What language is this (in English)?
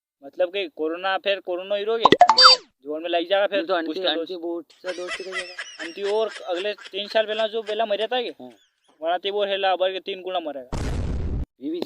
Rajasthani